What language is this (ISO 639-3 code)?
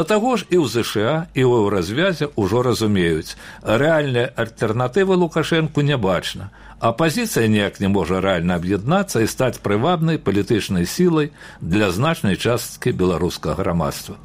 bel